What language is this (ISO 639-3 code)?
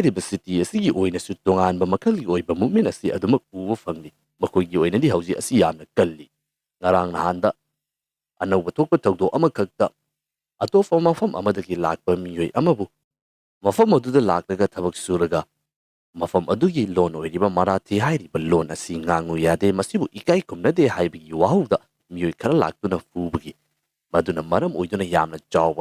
mni